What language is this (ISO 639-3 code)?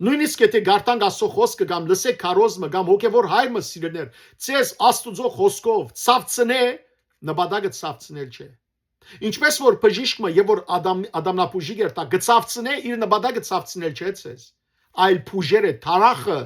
hyw